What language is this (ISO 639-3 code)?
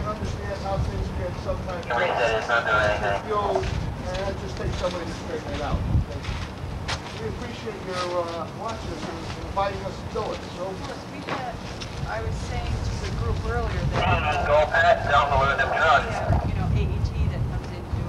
eng